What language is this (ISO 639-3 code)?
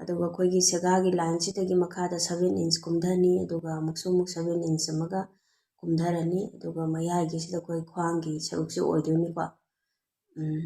mni